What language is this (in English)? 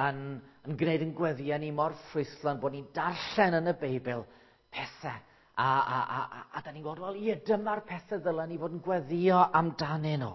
Welsh